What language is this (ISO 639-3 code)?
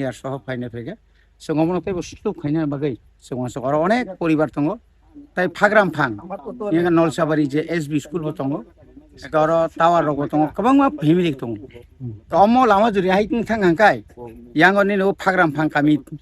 trp